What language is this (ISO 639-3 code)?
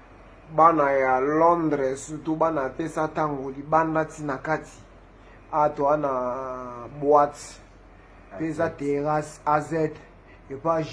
lin